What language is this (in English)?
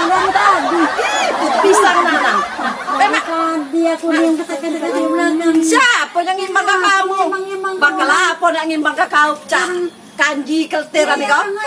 Musi